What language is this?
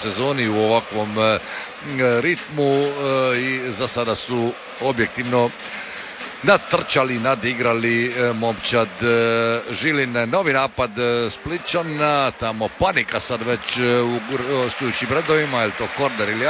Croatian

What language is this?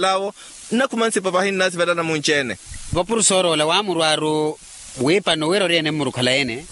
Makhuwa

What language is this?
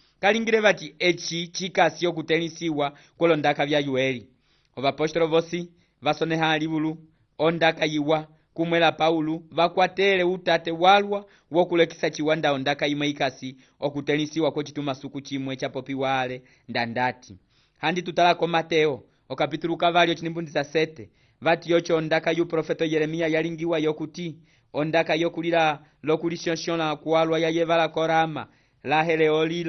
Umbundu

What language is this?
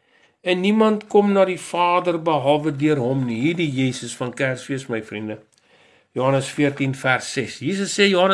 Afrikaans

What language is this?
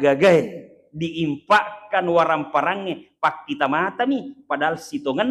Buginese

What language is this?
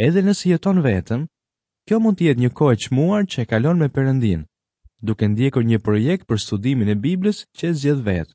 Albanian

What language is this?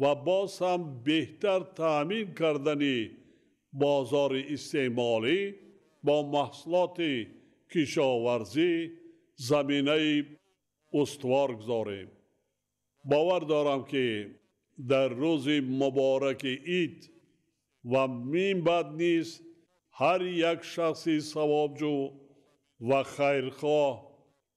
Tajik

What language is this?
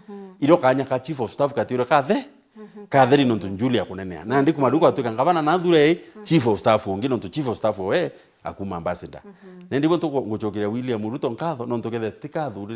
Meru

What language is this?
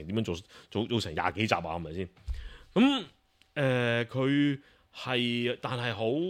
Cantonese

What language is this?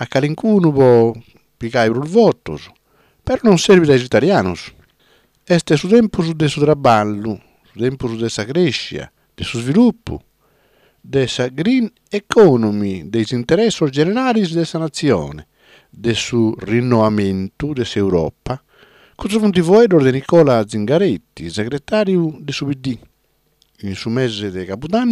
Sardinian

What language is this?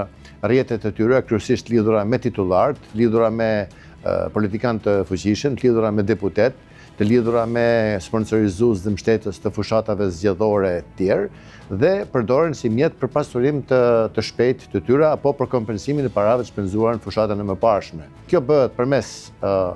Albanian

